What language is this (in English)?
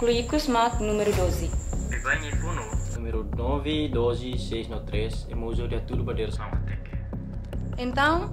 Tetum